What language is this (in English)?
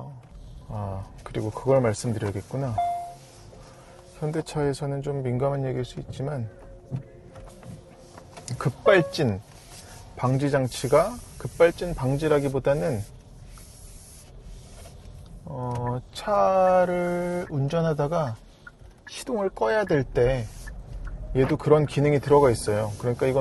Korean